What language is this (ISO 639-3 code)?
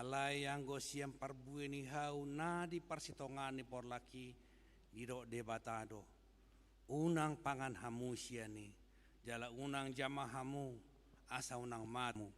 bbc